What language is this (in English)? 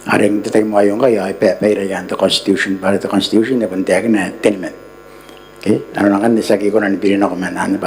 Gilbertese